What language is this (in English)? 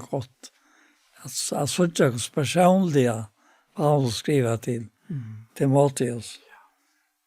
Faroese